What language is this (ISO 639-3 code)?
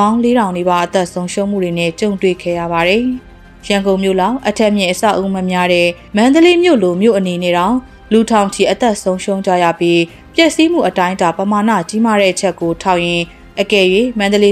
mya